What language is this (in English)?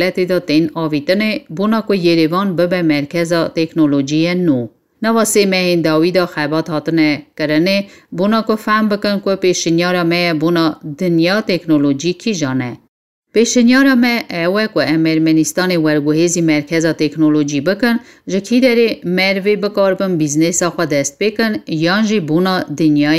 Kurdish